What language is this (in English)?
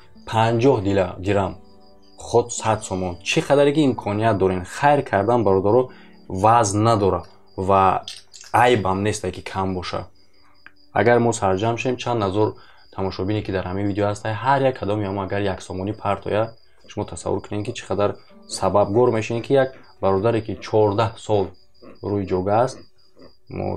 Tajik